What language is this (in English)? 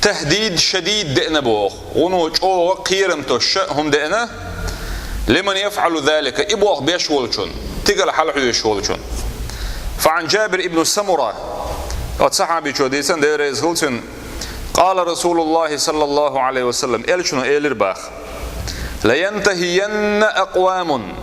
Chechen